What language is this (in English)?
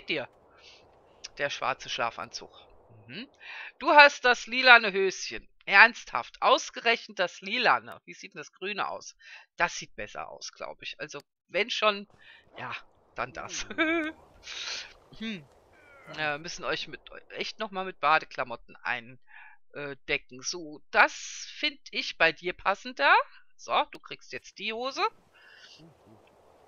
German